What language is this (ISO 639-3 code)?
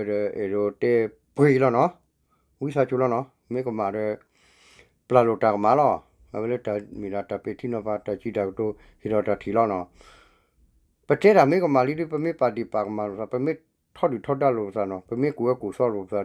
ksw